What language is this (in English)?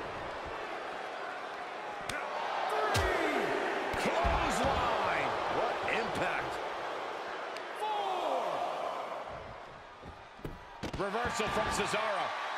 English